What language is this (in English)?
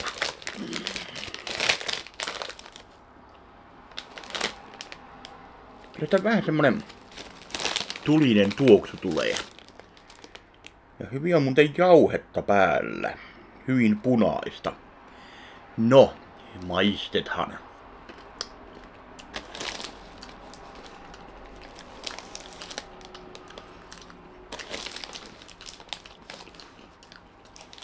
Finnish